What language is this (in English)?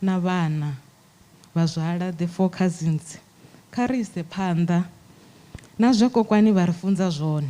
Venda